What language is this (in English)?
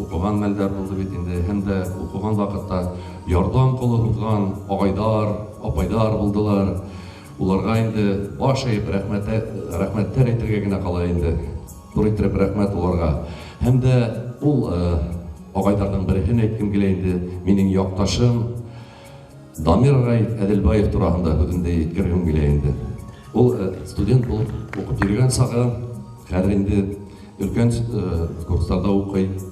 Bashkir